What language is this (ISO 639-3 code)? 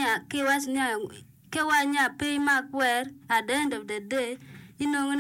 ach